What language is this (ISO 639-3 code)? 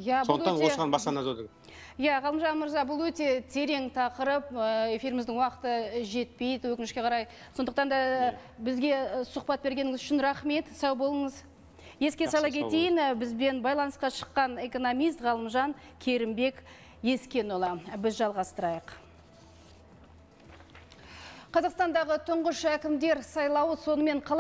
kaz